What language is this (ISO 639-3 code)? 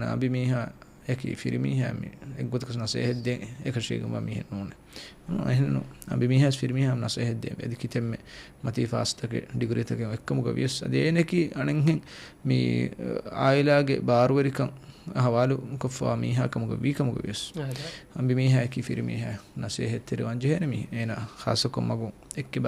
div